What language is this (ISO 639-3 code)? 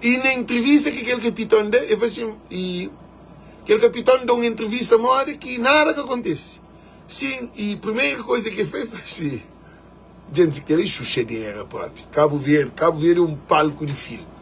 kea